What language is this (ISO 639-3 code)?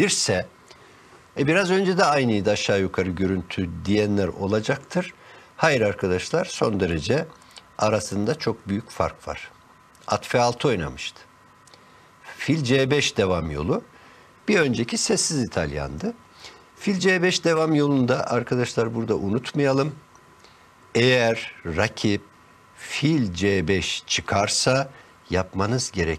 tur